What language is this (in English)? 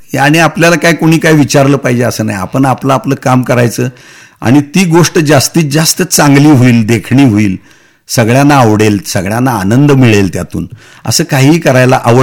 Marathi